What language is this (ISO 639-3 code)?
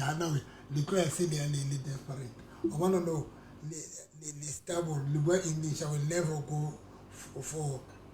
sot